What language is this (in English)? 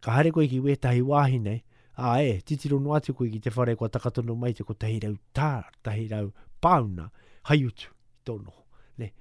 Māori